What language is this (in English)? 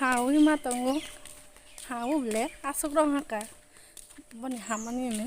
Kok Borok